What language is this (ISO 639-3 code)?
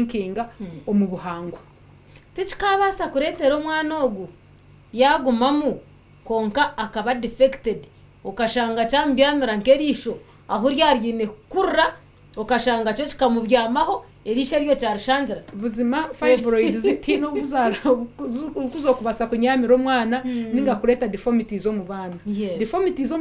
nyn